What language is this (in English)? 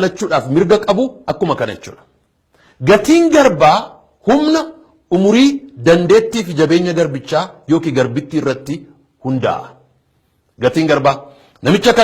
Oromo